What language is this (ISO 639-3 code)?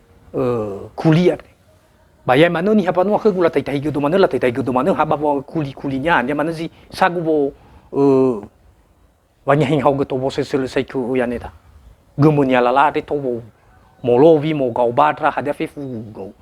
nia